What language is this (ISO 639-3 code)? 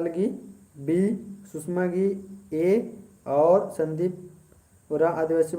kru